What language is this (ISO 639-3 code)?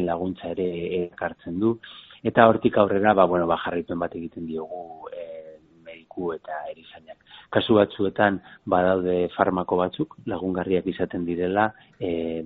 eus